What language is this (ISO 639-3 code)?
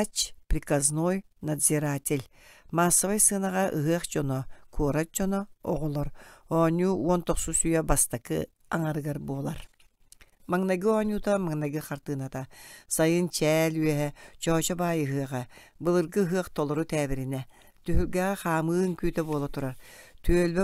sah